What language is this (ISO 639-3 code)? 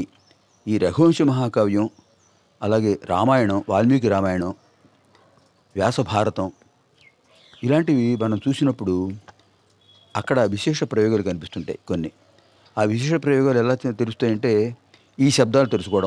tel